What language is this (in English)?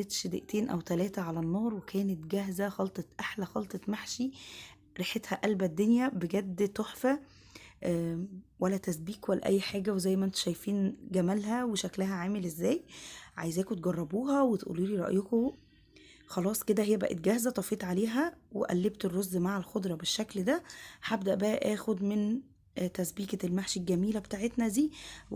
Egyptian Arabic